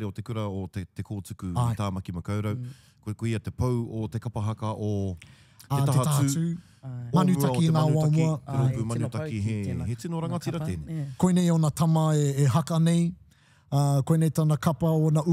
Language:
Māori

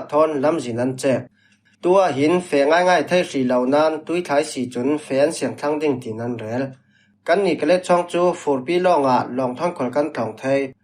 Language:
Falam Chin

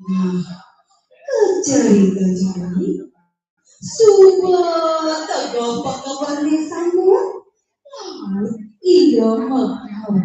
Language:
Balinese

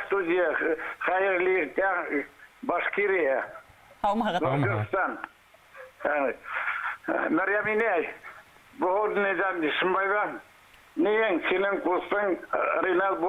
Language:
Bashkir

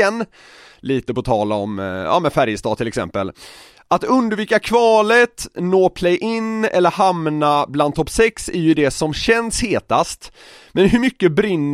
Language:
Swedish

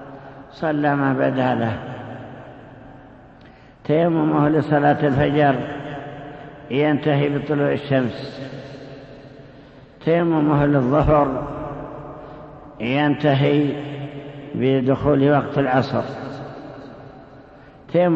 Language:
Arabic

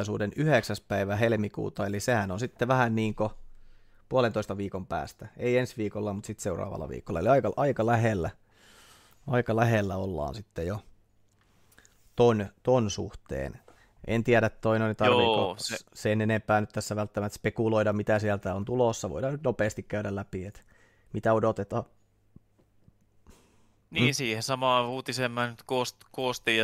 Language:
Finnish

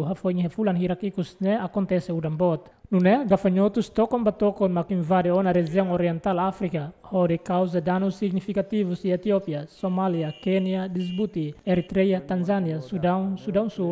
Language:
Tetum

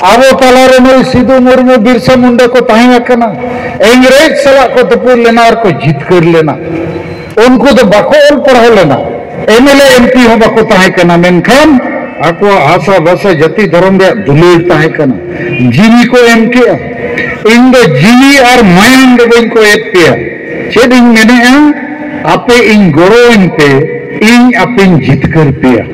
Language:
Santali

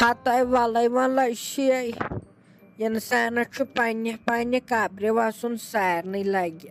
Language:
Kashmiri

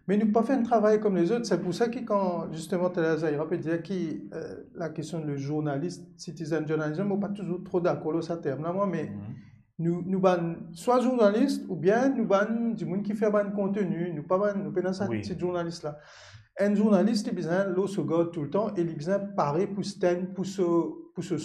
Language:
Morisyen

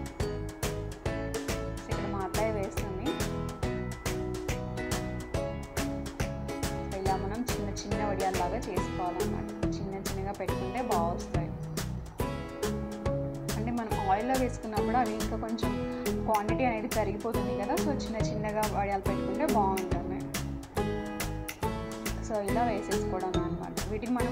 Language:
Telugu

